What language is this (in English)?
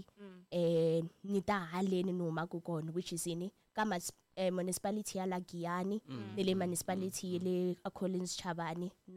Tsonga